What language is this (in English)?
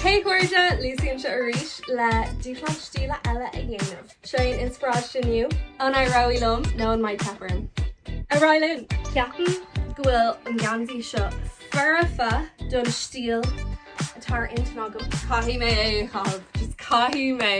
Irish